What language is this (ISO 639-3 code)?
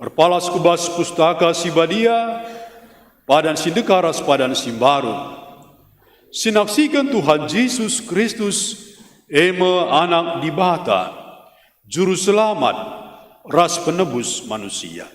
btx